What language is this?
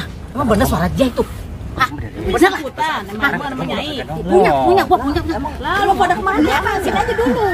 Betawi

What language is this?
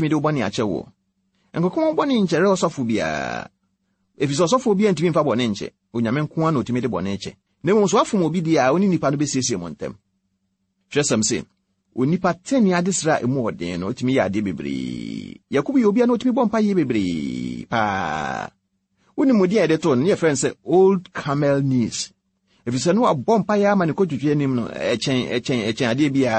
Akan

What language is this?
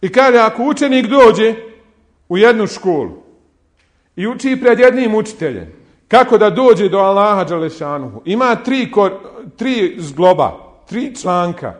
Bosnian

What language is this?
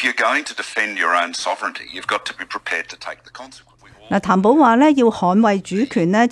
Cantonese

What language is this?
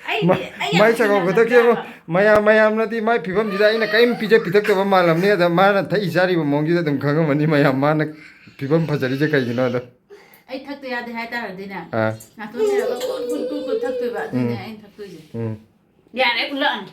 Manipuri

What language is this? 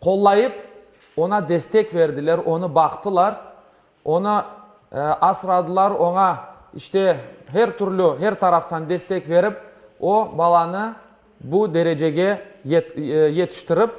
Crimean Tatar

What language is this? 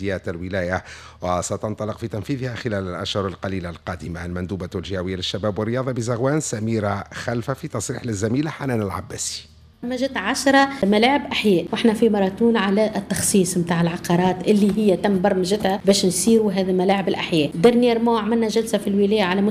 Tunisian Arabic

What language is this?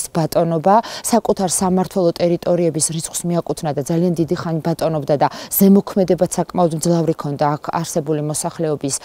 Georgian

